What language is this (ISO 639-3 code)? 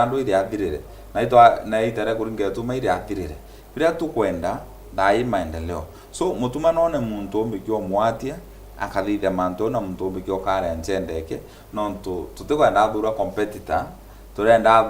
mer